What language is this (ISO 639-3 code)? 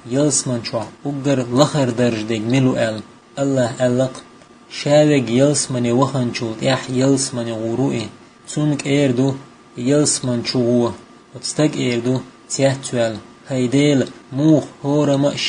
che